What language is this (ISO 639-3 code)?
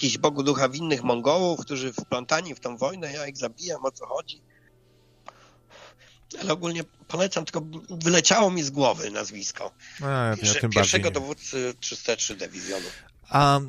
pol